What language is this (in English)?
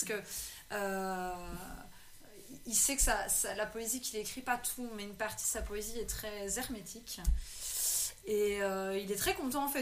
French